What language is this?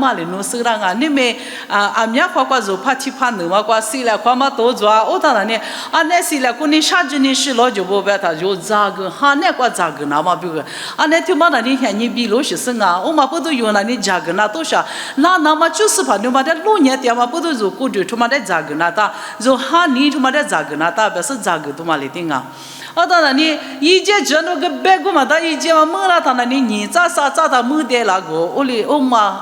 Lisu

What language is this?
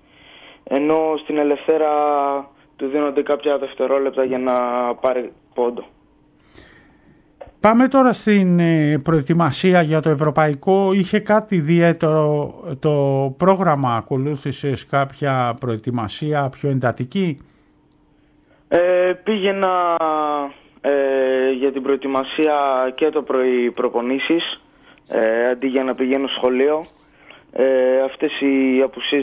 Greek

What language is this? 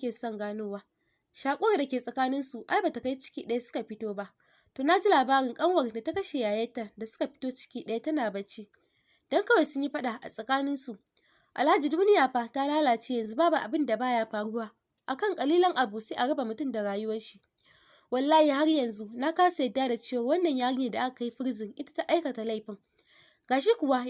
Hausa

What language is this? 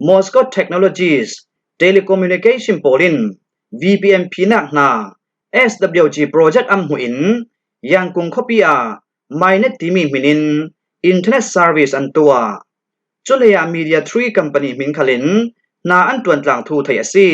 Falam Chin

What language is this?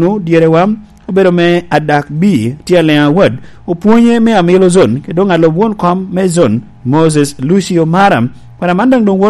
Lango (Uganda)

